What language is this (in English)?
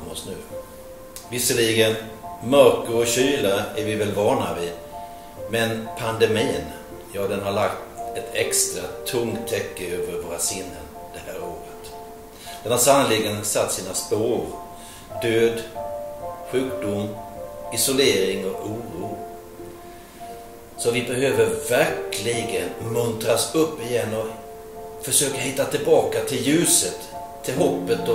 Swedish